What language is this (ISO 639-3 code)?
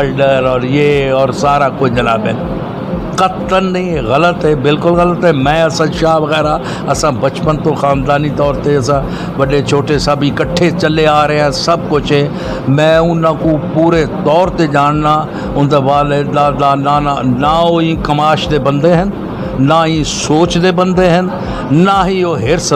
skr